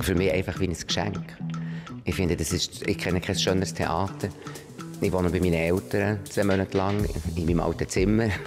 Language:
Swiss German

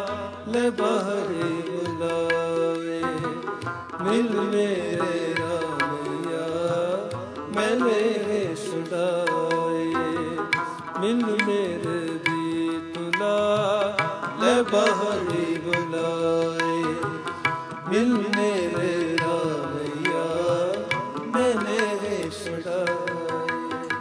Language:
Hindi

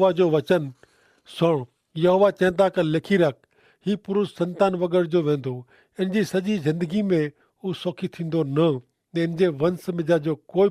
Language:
Kachhi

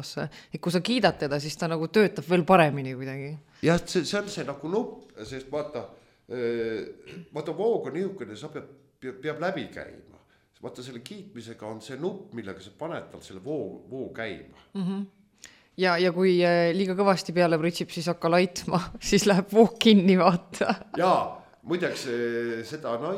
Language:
Estonian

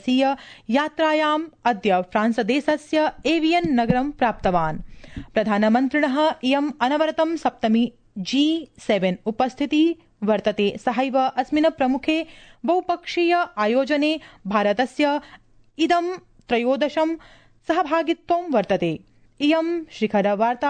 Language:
Sanskrit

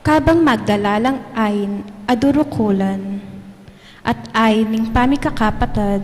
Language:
Pampanga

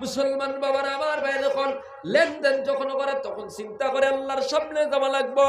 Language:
Sylheti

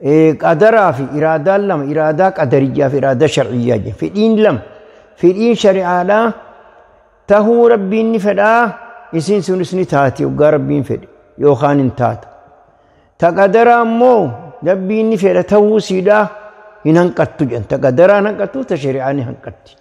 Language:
Oromo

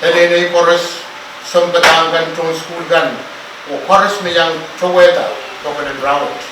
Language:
Pohnpeian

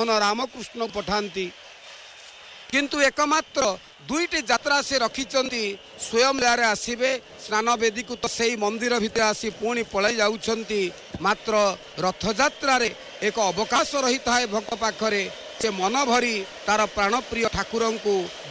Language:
Odia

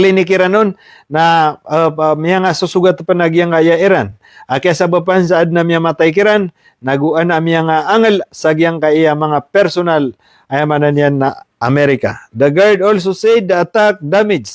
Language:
Maranao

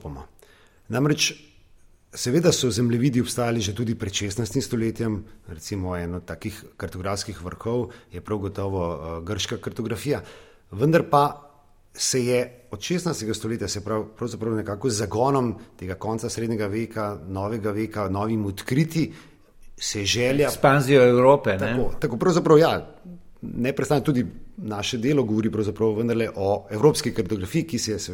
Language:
Slovenian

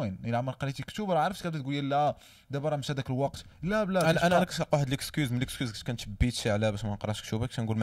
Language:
Moroccan Arabic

